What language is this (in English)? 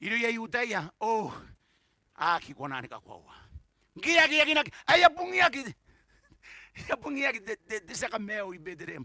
Gilbertese